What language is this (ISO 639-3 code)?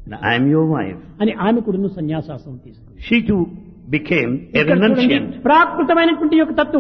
tel